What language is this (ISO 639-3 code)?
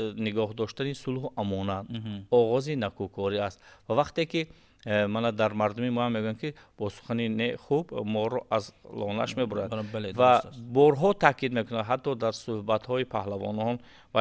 tgk